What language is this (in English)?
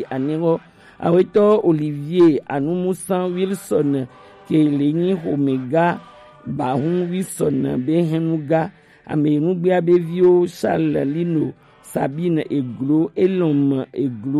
Gen